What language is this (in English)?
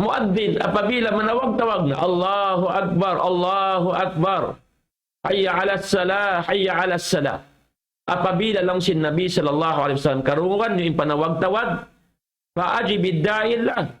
Tausug